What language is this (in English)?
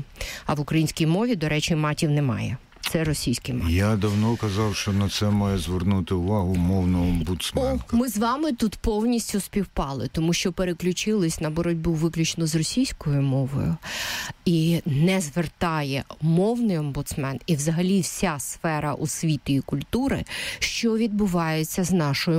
Ukrainian